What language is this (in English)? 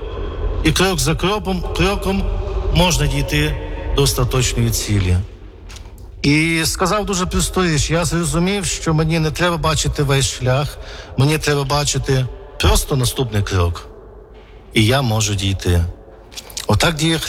Ukrainian